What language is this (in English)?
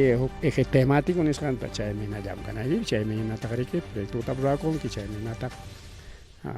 Ayacucho Quechua